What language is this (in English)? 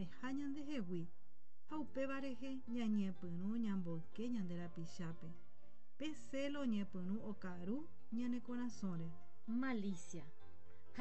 Guarani